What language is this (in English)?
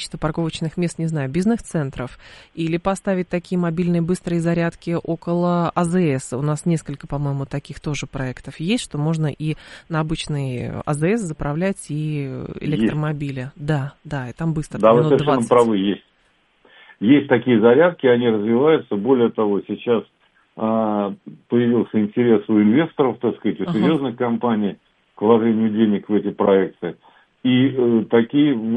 Russian